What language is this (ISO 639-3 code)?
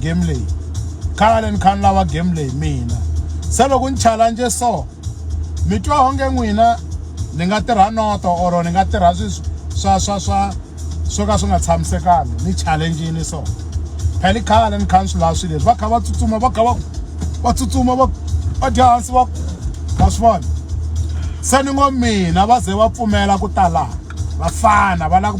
tso